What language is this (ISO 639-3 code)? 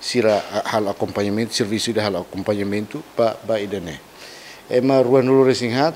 tet